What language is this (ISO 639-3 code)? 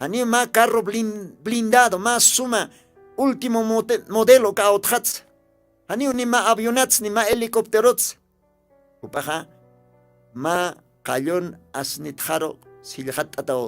aym